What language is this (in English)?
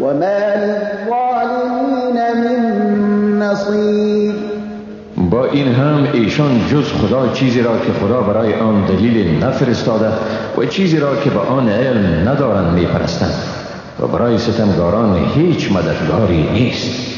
Persian